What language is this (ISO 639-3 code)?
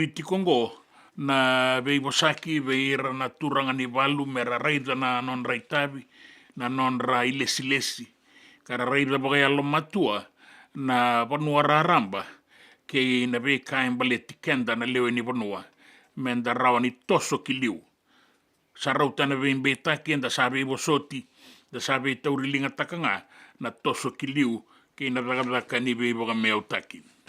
fij